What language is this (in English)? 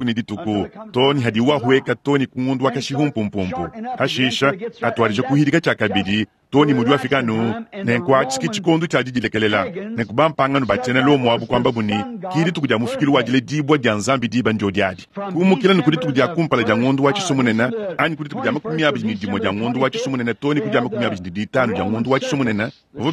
Luba-Lulua